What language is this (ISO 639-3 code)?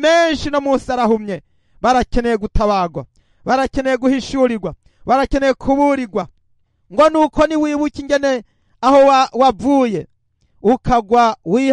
run